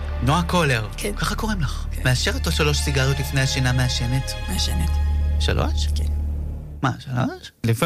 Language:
Hebrew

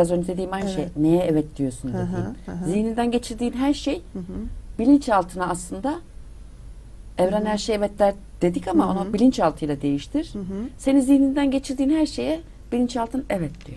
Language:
Turkish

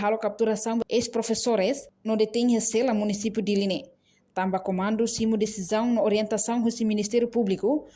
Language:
Tetum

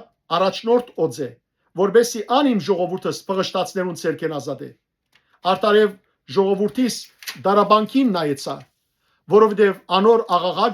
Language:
Western Armenian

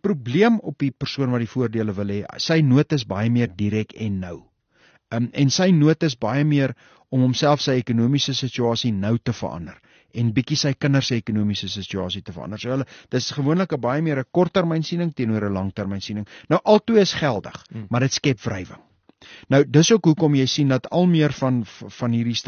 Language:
Afrikaans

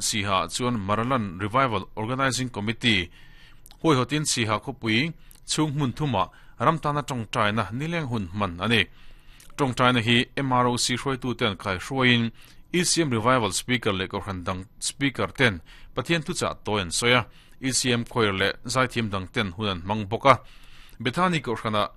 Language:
Mizo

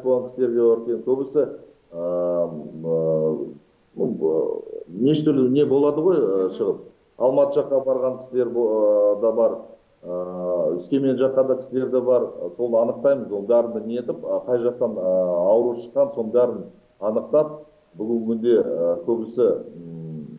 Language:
Kazakh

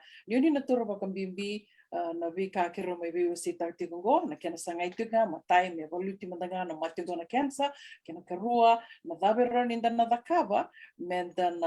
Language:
Fijian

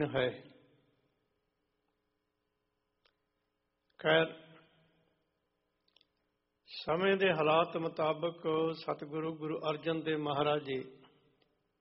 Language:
Punjabi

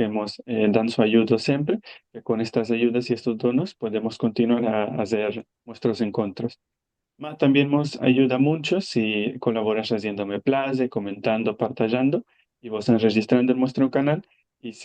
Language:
Ladino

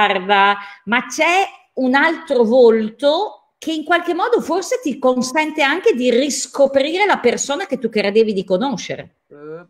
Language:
Italian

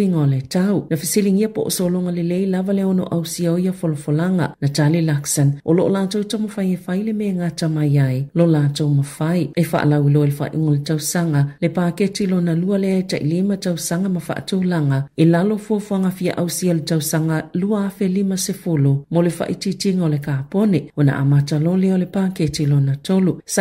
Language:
Samoan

